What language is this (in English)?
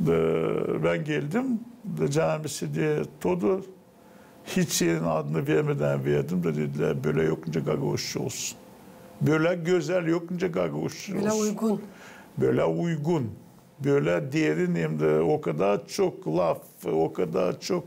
Gagauz